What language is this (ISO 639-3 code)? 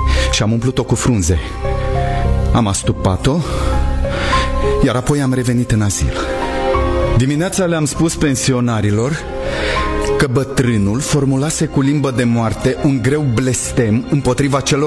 ron